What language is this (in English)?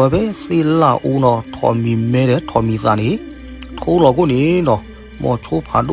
S'gaw Karen